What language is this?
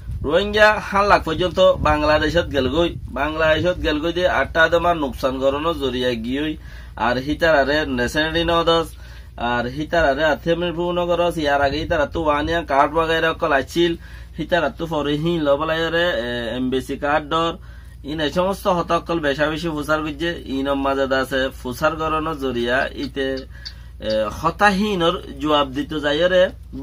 Rohingya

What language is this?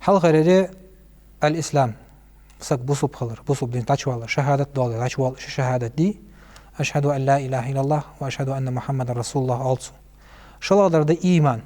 Ingush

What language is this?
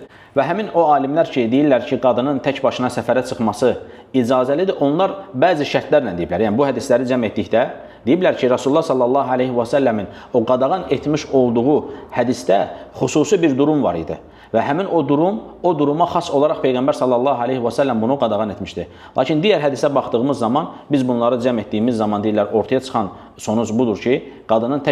Azerbaijani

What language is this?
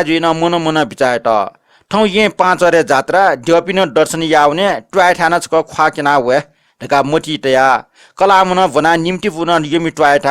Newari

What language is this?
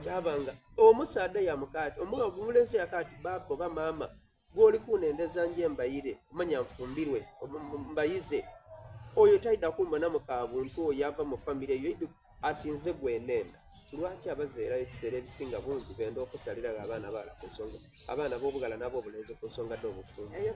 Soga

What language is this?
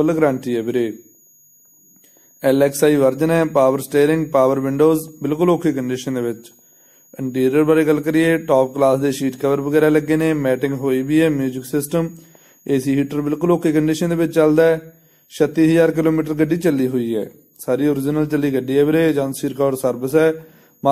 Punjabi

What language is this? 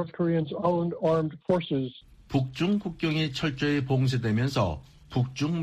Korean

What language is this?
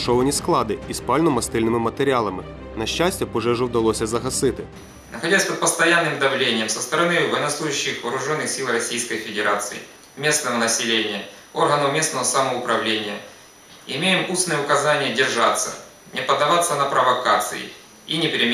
Ukrainian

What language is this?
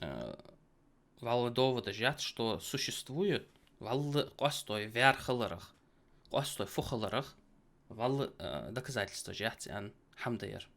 Ingush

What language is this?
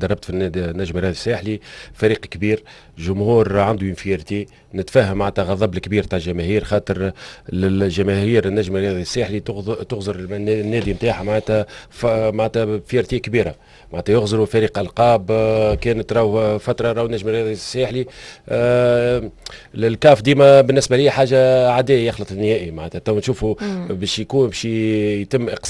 Tunisian Arabic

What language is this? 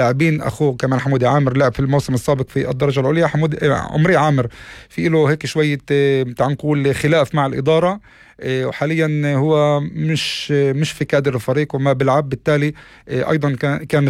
North Levantine Arabic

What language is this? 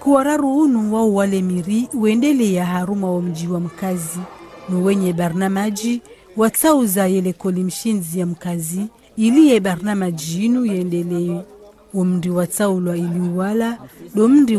Ngazidja Comorian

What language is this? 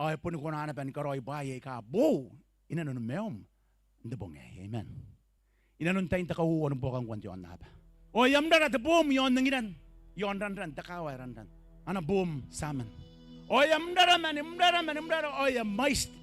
Gilbertese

